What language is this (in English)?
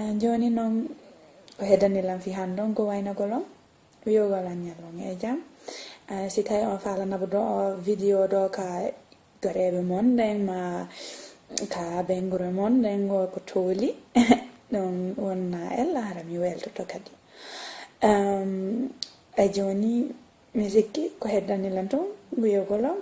Fula